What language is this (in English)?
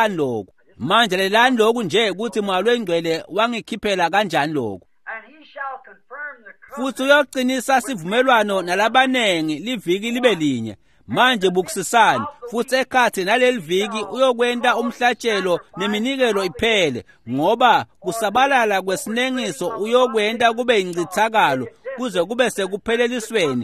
Swati